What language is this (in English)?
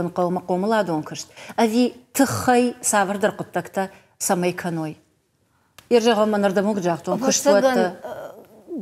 Ossetic